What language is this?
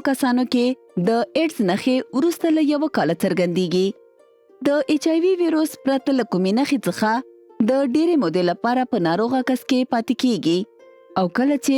Pashto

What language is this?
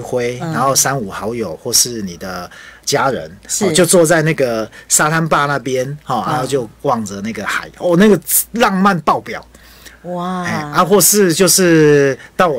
Chinese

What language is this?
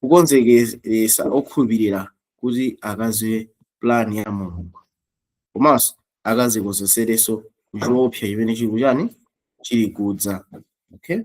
Nyanja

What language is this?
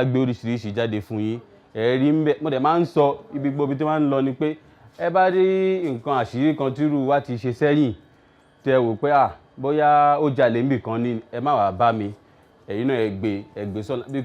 Yoruba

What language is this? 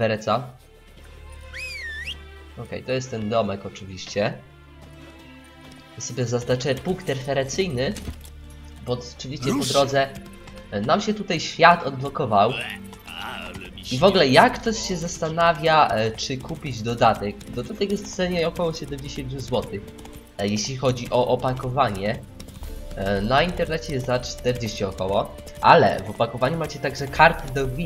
Polish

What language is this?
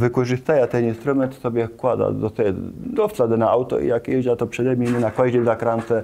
Kashubian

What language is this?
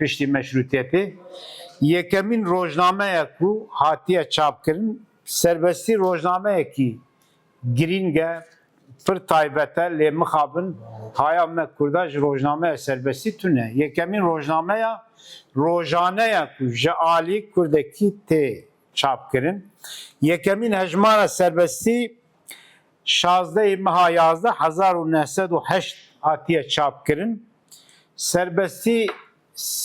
Kurdish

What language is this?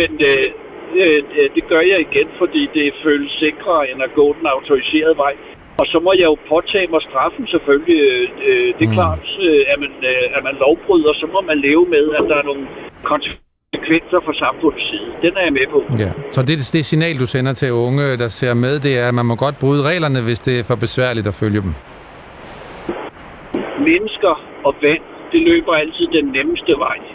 Danish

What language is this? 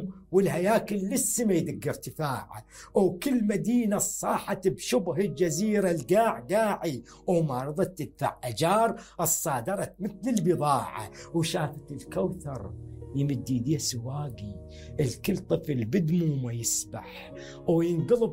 Mesopotamian Arabic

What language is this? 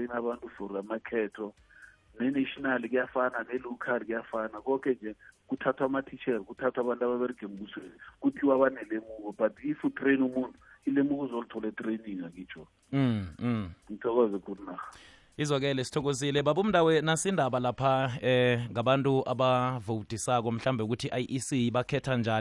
South Ndebele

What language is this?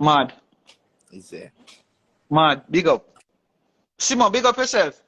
Jamaican Creole English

